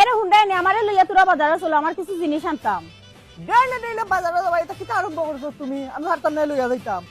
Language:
Sylheti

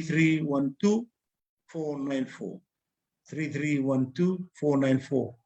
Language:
Fijian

